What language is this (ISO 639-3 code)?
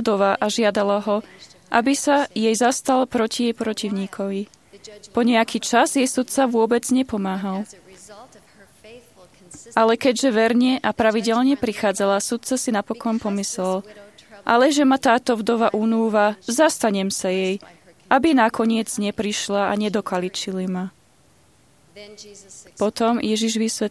slk